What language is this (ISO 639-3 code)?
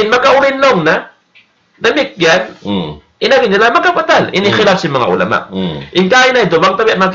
tsg